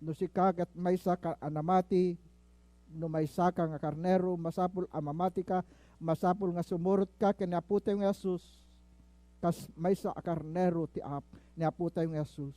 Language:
Iloko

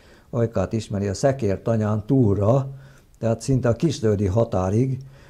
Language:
Hungarian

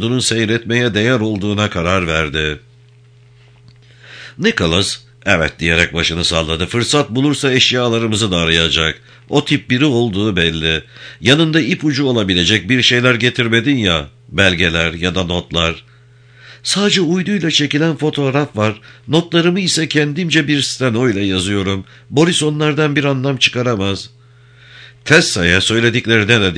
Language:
Turkish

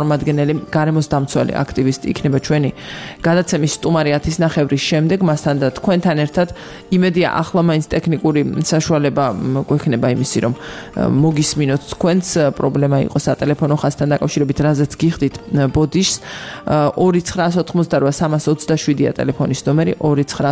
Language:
Georgian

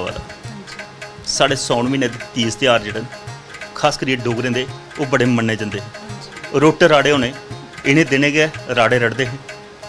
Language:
Dogri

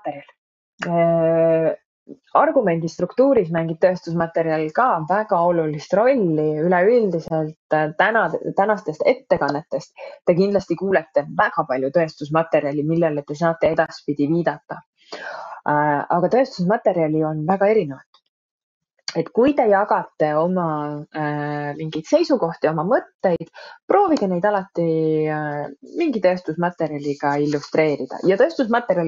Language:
Estonian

